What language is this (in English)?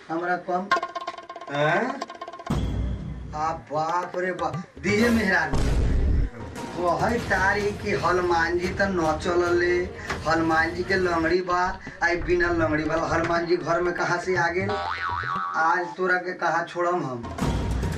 Bhojpuri